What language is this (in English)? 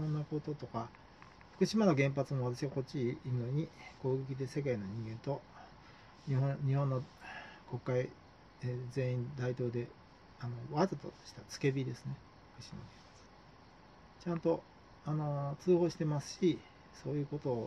Japanese